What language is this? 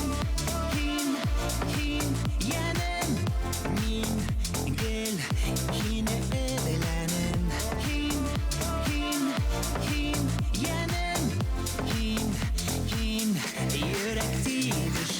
Bashkir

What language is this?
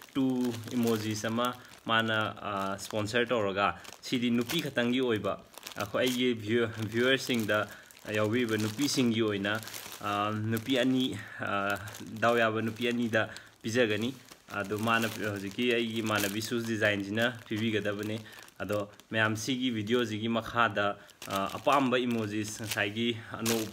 Manipuri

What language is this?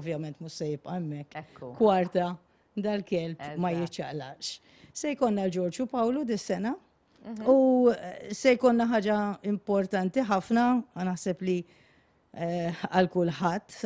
Maltese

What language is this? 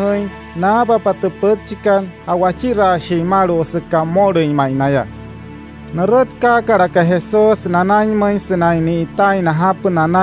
Wayuu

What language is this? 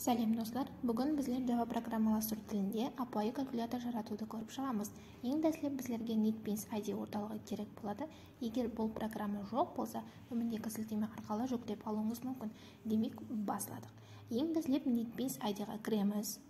Kara-Kalpak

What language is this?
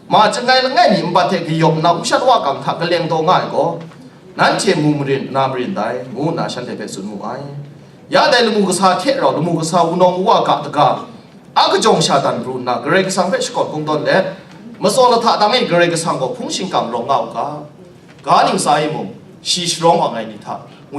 Kachin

